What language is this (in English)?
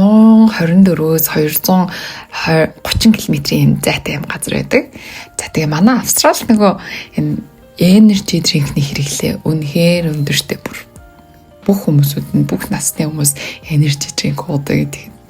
Mongolian